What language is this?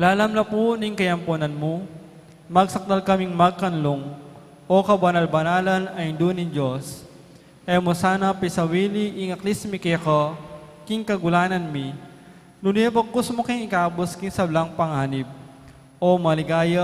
Pampanga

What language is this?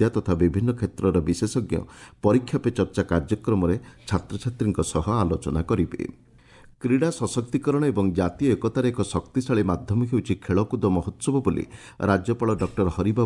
Odia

